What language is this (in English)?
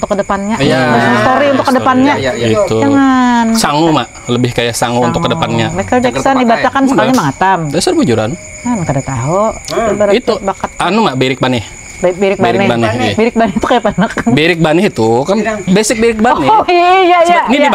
Banjar